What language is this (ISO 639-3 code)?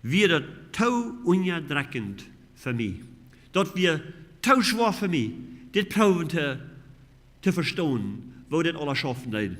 pdt